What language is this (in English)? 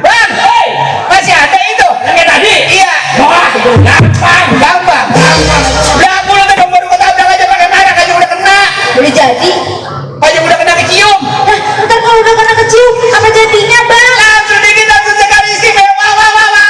Betawi